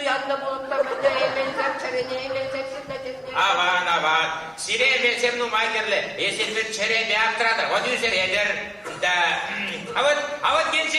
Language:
Chuvash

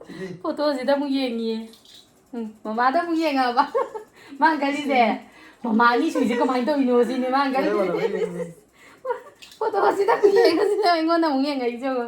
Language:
Manipuri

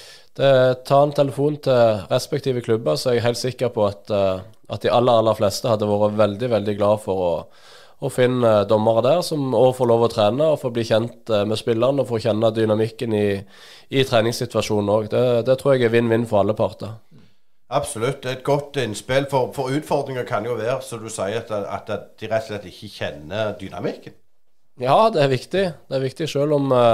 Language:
Norwegian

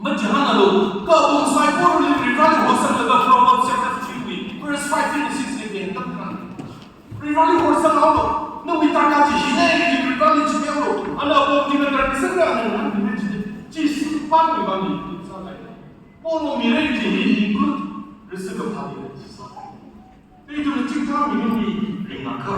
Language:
Tangkhul Naga (India)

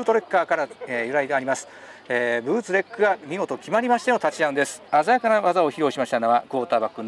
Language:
Japanese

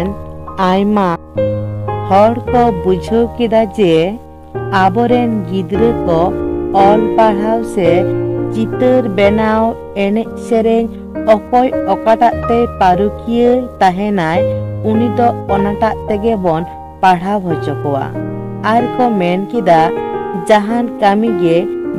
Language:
Santali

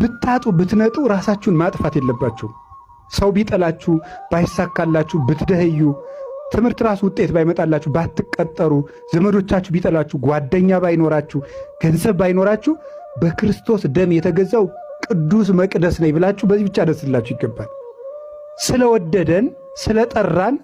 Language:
Amharic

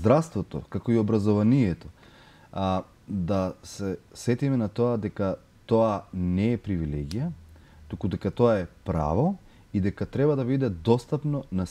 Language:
Macedonian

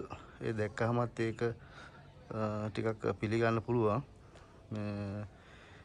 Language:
Sinhala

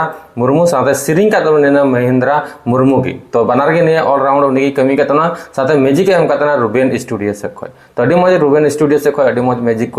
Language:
Santali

